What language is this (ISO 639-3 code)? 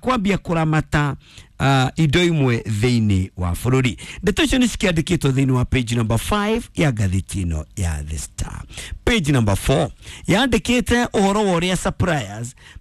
kik